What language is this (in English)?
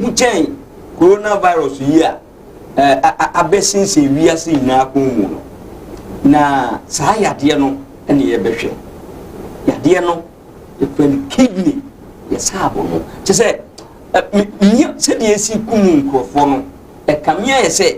Akan